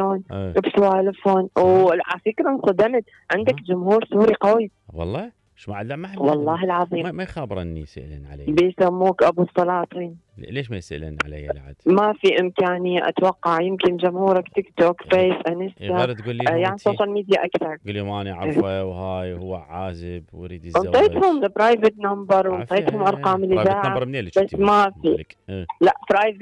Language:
Mesopotamian Arabic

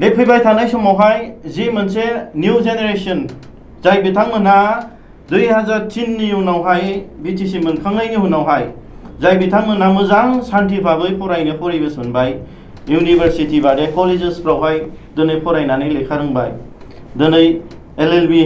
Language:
Bodo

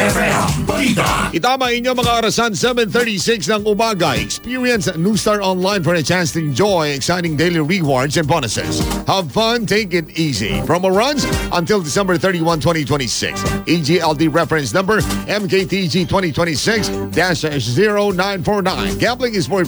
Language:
Filipino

